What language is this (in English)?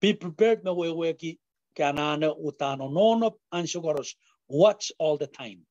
Pohnpeian